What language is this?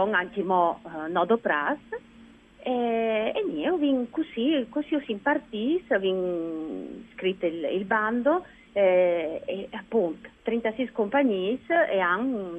Friulian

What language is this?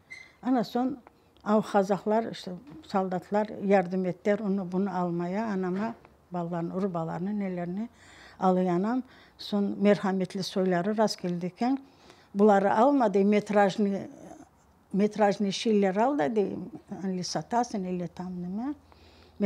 Crimean Tatar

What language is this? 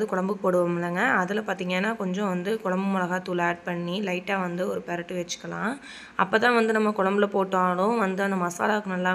Tamil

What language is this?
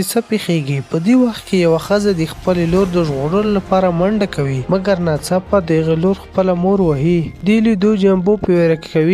Pashto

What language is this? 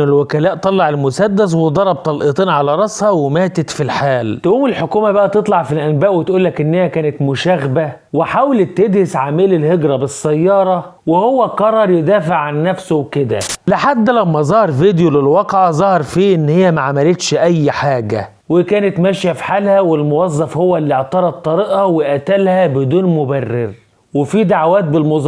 Egyptian Arabic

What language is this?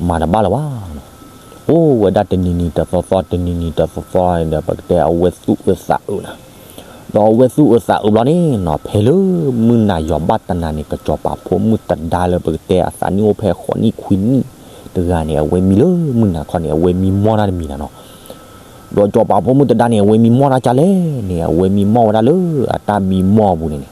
S'gaw Karen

